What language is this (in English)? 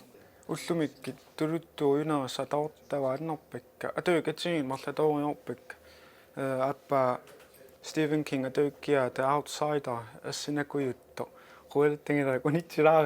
Kalaallisut